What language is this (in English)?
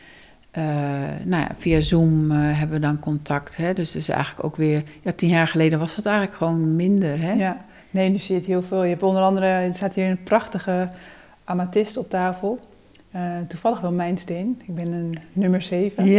Dutch